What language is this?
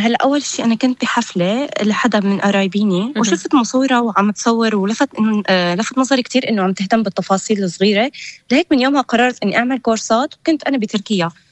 North Levantine Arabic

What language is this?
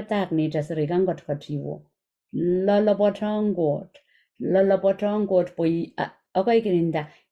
Pohnpeian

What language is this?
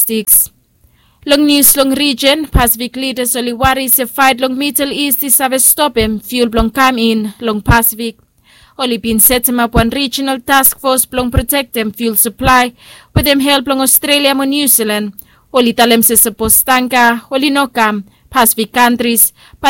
Bislama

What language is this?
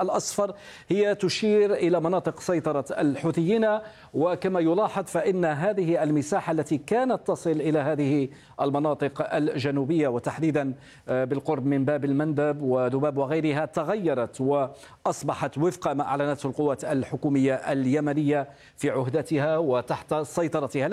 Arabic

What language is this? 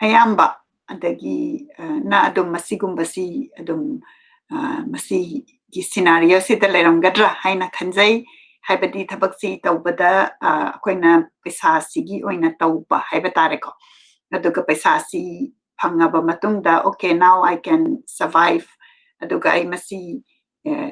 Manipuri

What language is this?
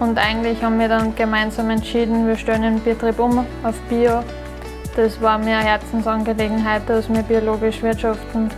Bavarian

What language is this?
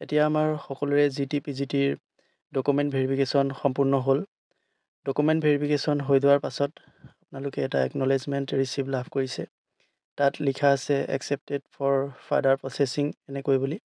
Assamese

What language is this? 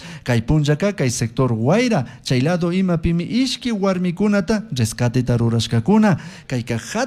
Chimborazo Highland Quichua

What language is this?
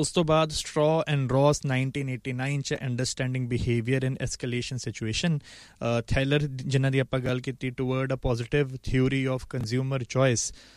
Punjabi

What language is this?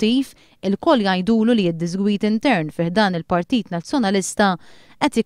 Maltese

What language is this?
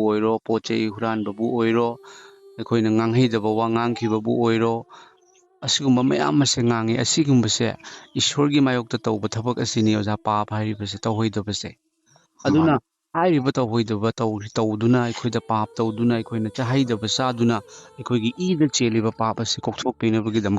Manipuri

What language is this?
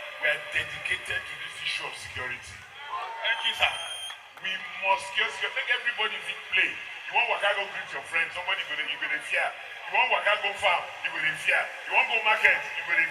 Nigerian Pidgin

